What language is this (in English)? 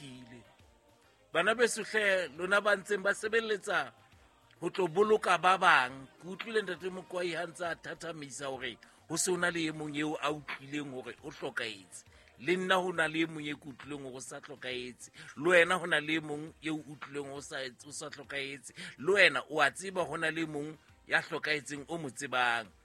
Southern Sotho